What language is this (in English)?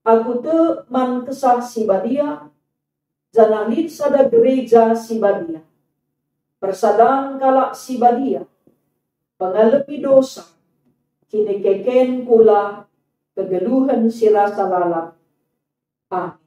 Batak Karo